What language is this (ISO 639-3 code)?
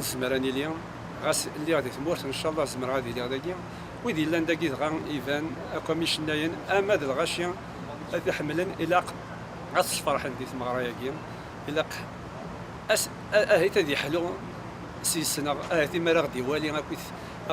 kab